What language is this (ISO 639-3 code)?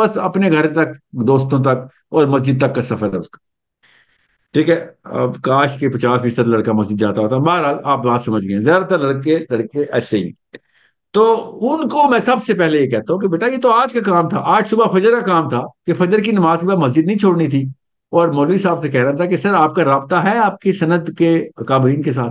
urd